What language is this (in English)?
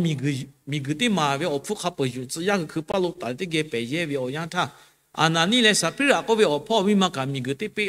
Lahu